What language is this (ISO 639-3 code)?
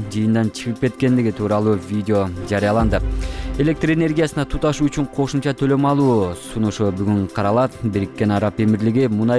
kir